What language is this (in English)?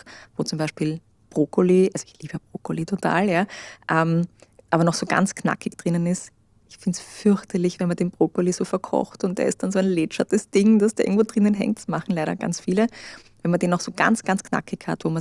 German